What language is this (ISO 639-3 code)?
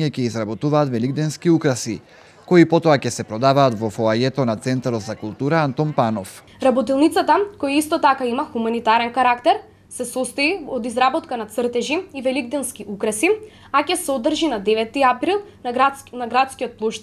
mkd